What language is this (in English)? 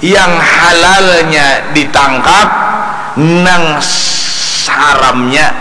Banjar